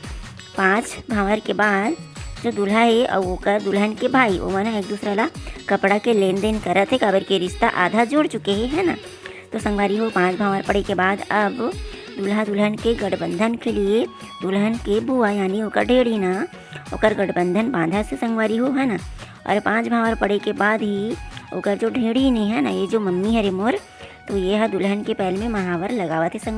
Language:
Chhattisgarhi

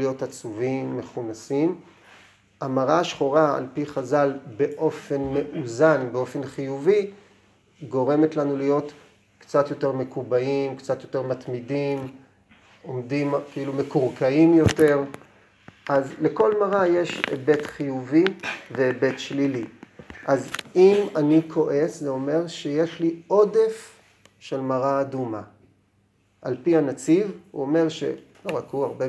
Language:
Hebrew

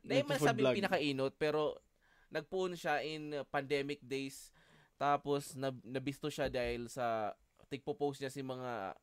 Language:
Bikol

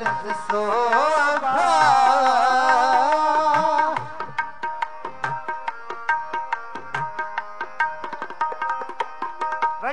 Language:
Punjabi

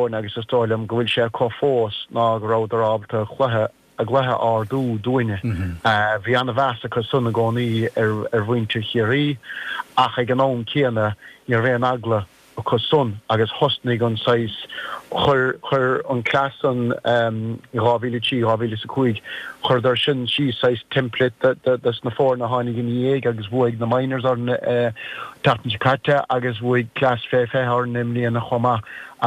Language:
Irish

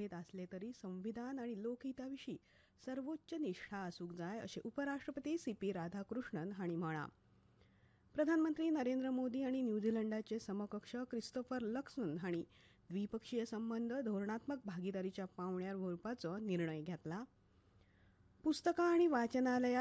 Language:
Konkani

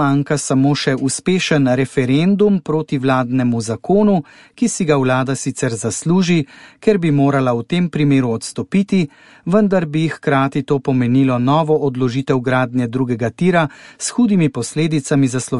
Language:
Slovenian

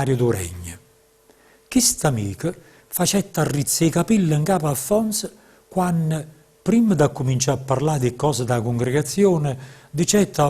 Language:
Neapolitan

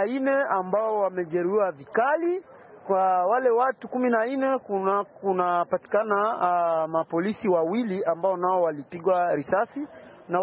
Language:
Swahili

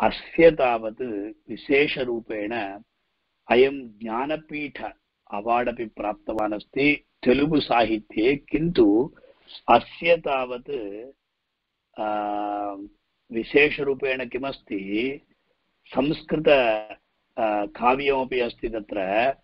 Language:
Sanskrit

